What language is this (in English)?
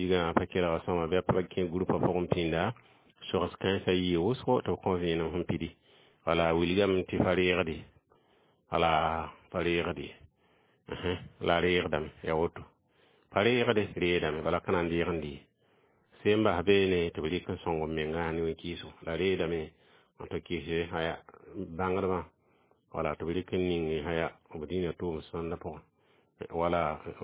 Mossi